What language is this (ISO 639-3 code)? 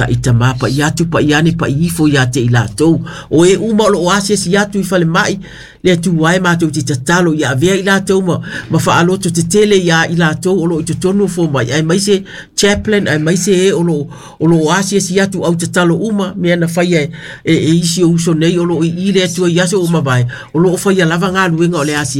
smo